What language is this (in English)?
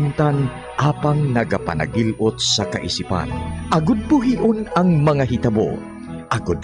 Hiligaynon